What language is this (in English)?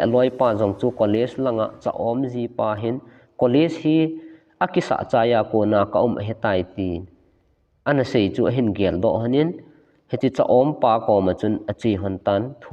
Thado Chin